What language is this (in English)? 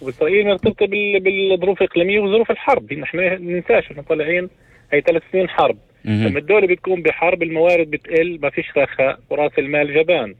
North Levantine Arabic